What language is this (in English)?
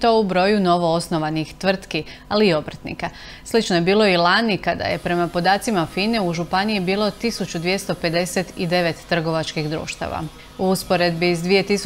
Croatian